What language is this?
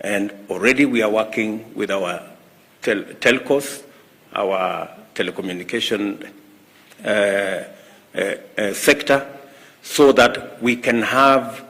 Gusii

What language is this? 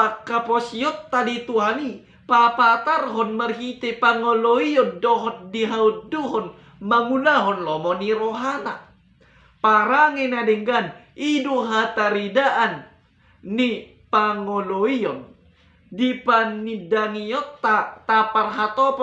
Batak Toba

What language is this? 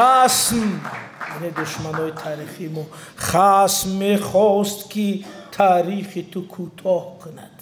Tajik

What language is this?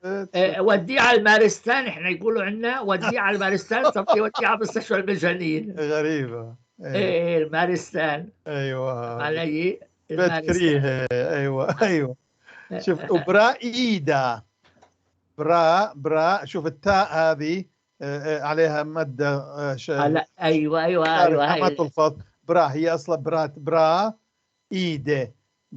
North Levantine Arabic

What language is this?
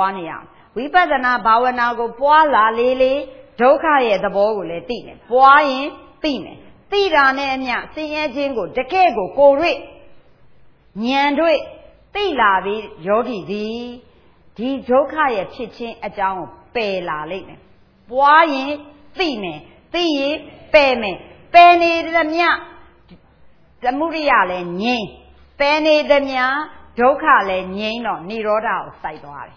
Burmese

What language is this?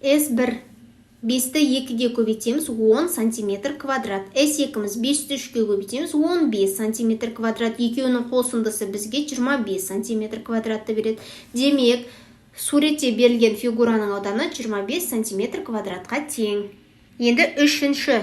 Kazakh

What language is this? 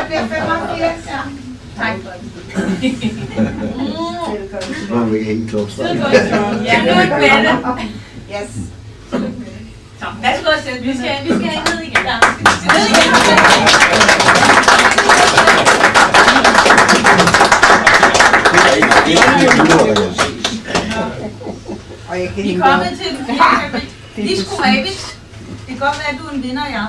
Danish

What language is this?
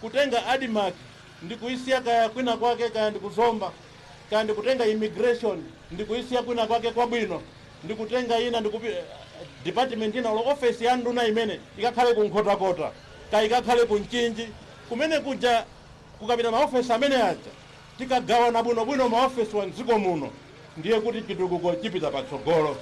Nyanja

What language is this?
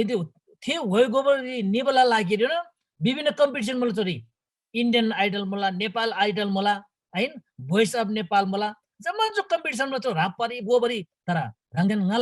Eastern Tamang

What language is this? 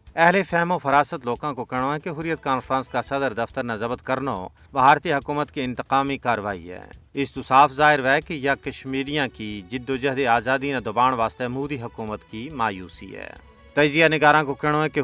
Gujari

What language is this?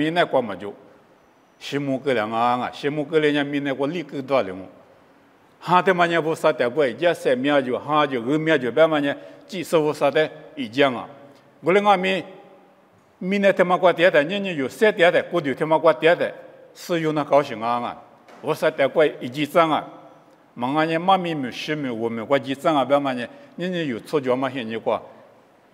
Lisu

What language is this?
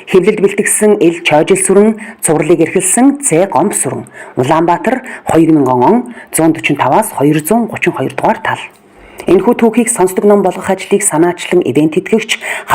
Mongolian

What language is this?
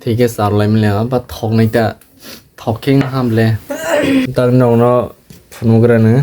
Kok Borok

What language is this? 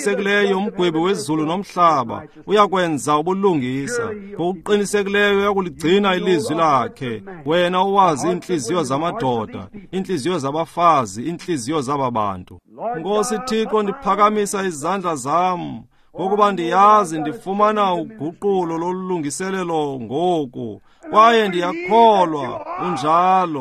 Xhosa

